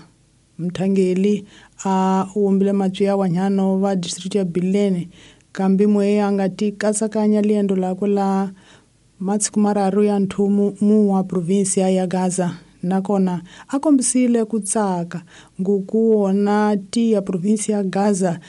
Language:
Tsonga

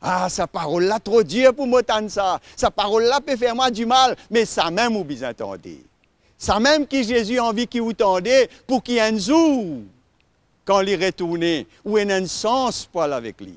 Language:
Morisyen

